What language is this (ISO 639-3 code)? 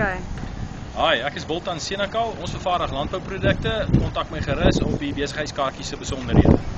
afr